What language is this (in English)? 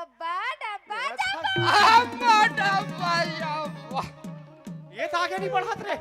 Chhattisgarhi